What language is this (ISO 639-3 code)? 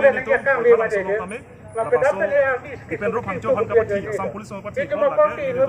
mjw